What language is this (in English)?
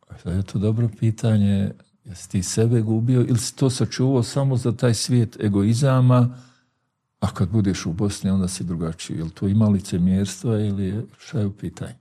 Bosnian